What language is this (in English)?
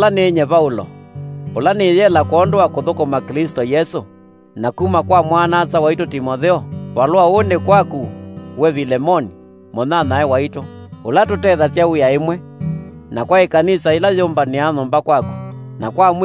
Kamba